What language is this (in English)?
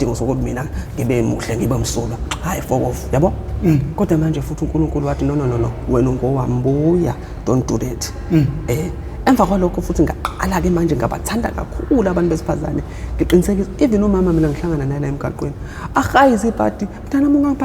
Zulu